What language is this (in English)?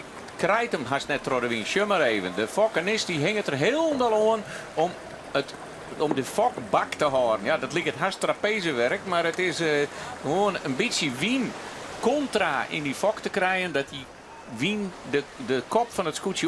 Western Frisian